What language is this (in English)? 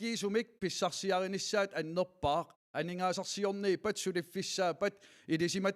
Kalaallisut